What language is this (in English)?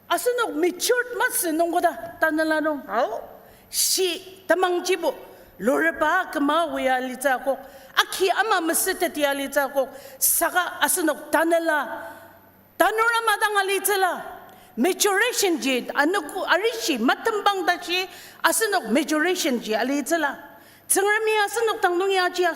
Ao Naga